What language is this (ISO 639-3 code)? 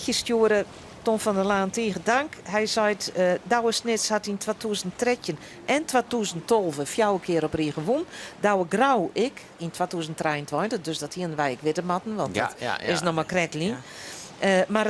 fry